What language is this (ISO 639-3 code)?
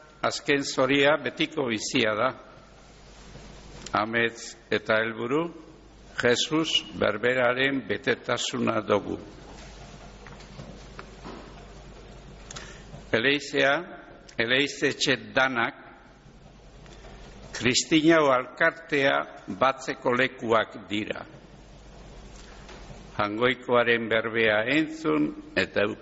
eus